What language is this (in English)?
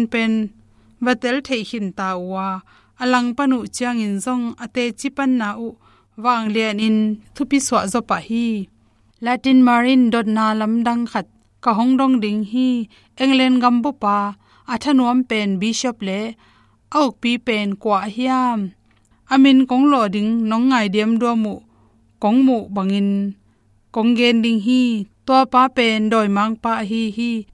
Tedim Chin